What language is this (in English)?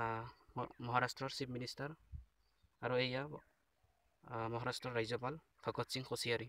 Assamese